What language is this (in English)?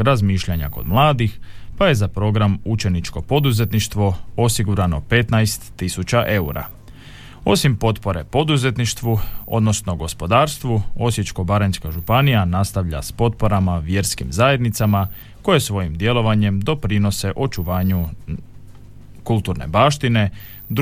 Croatian